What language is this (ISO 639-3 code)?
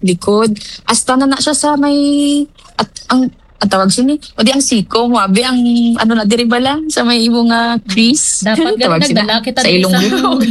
hil